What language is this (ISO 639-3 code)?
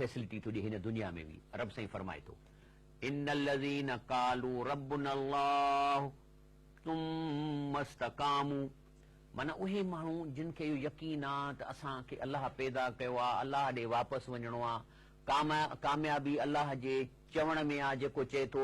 snd